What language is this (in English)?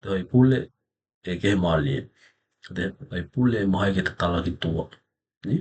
Tokelau